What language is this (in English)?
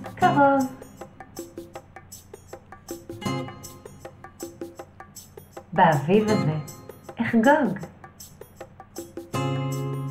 Hebrew